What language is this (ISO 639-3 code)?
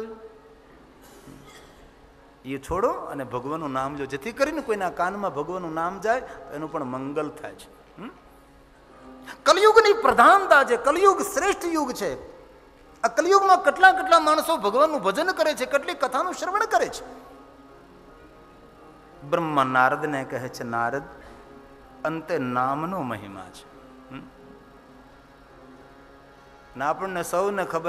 guj